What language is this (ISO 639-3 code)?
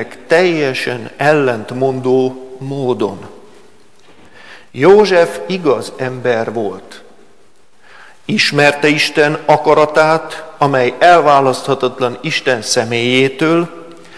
hun